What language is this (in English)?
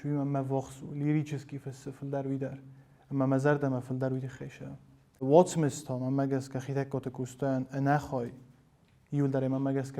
Ossetic